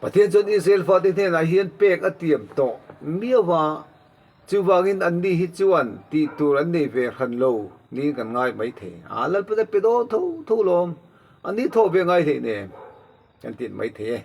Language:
Mizo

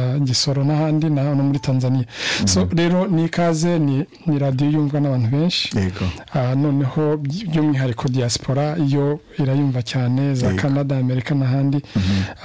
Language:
Kinyarwanda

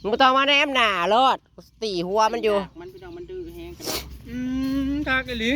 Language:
Northeastern Thai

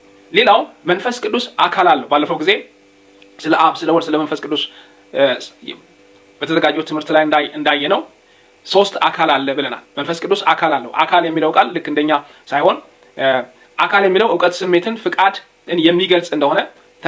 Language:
Amharic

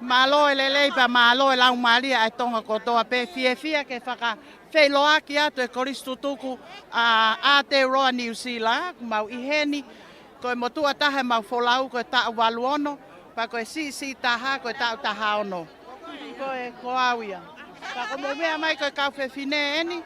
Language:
Tongan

